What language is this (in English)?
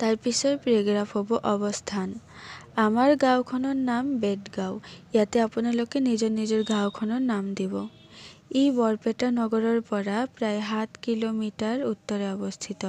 Assamese